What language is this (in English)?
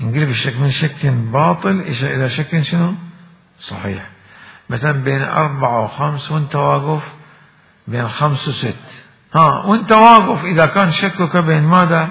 Mesopotamian Arabic